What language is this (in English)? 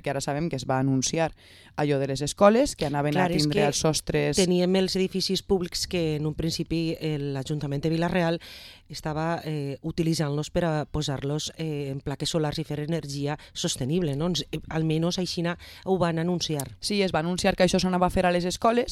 Catalan